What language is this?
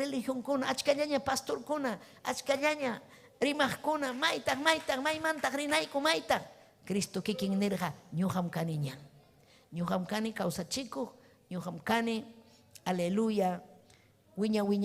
Ayacucho Quechua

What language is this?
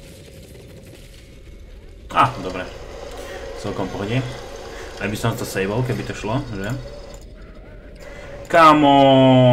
Slovak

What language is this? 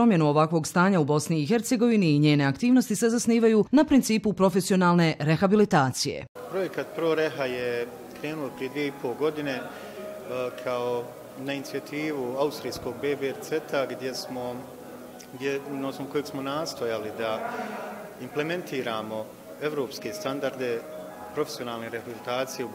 Bosnian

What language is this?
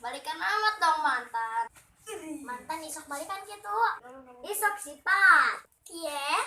Sundanese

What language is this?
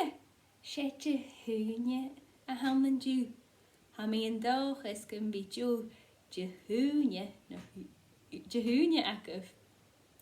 Scottish Gaelic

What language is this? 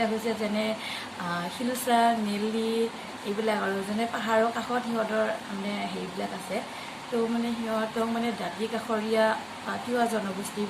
Assamese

